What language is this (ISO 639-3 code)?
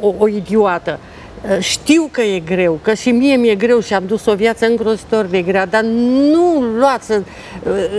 ron